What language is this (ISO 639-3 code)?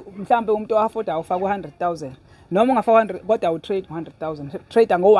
zul